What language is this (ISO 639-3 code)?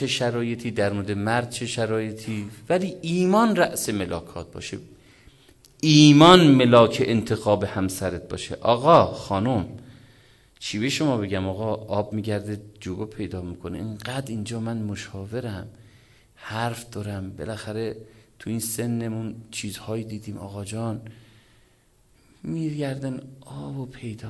fas